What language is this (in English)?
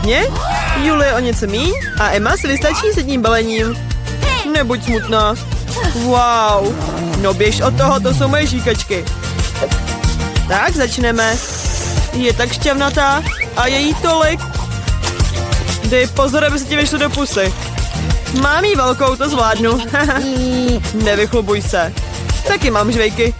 Czech